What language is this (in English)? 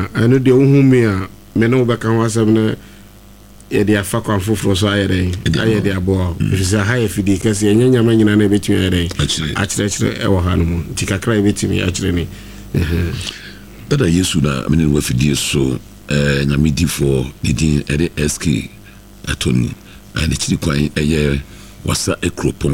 Akan